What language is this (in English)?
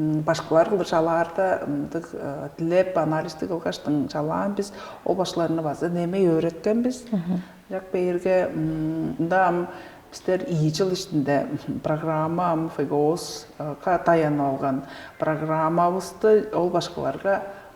Tuvinian